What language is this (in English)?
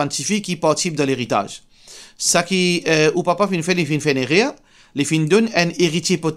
Morisyen